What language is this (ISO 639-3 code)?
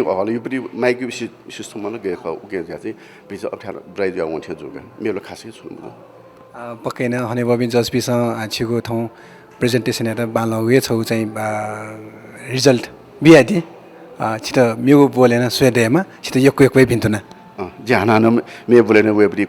new